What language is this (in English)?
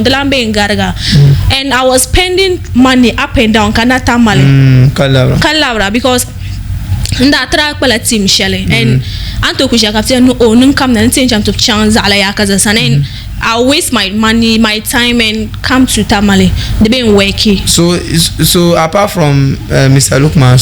Dagbani